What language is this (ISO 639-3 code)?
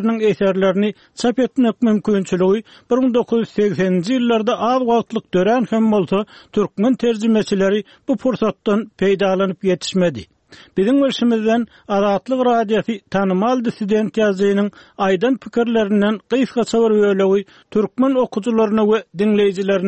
tuk